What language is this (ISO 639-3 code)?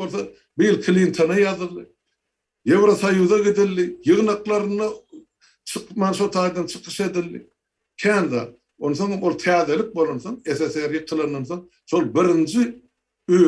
tuk